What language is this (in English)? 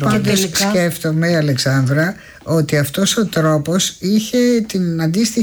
Greek